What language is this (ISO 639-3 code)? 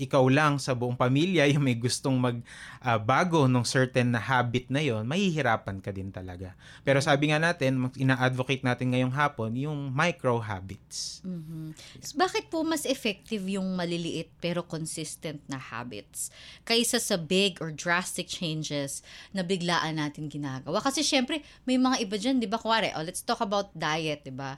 fil